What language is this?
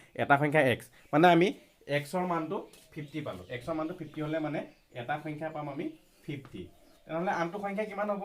Assamese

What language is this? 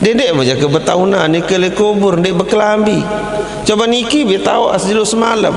Sasak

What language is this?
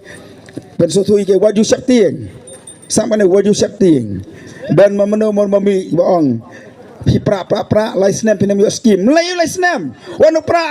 Khasi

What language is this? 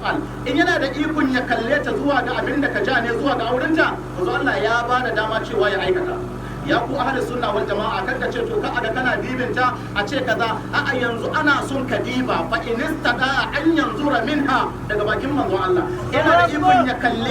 Hausa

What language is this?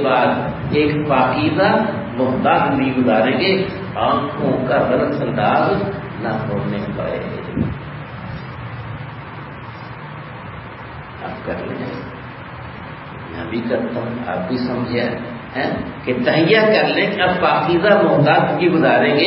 Urdu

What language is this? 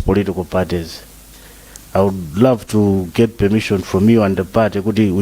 Nyanja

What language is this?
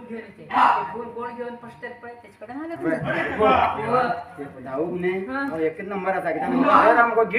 Konkani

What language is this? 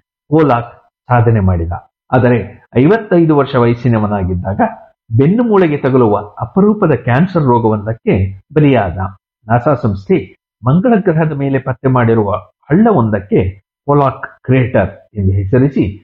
Kannada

